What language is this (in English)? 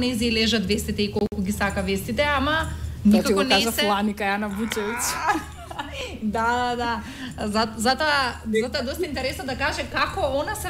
Macedonian